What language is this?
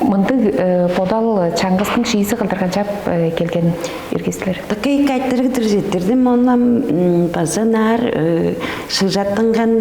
Tuvinian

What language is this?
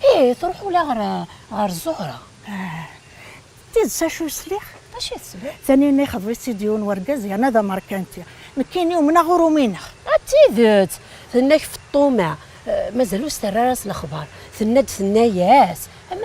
Kabyle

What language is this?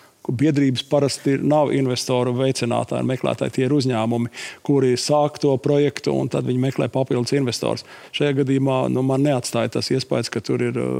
Latvian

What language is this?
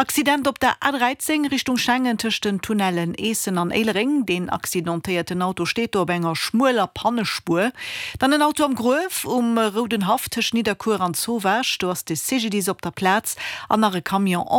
Luxembourgish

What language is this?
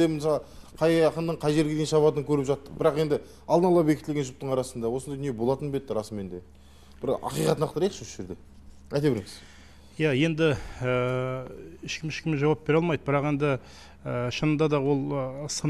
Kazakh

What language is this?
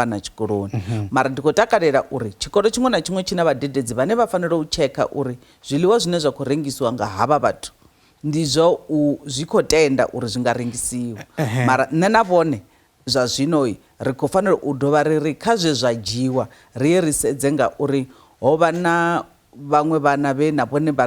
Venda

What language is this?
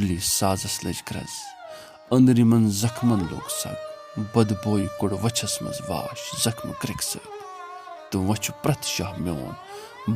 Kashmiri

